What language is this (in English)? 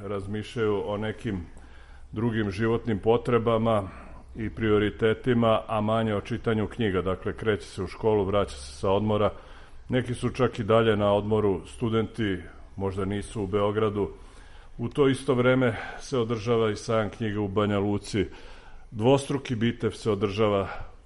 Serbian